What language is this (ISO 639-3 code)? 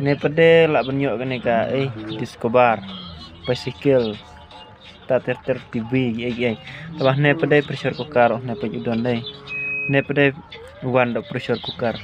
kha